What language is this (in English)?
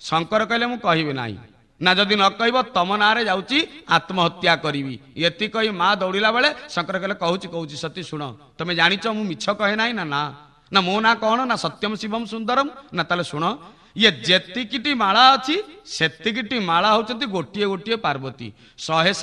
Odia